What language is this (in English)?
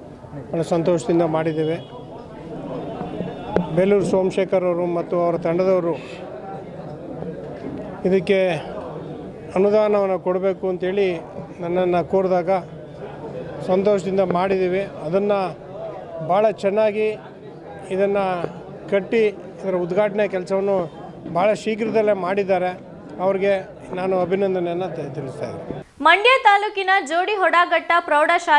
Kannada